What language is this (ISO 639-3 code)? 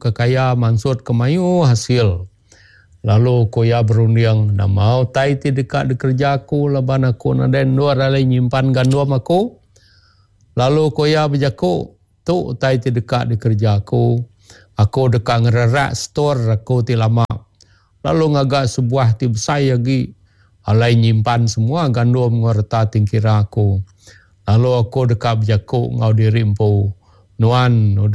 iba